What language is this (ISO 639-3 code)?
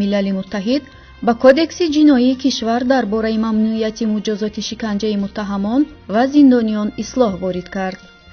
tgk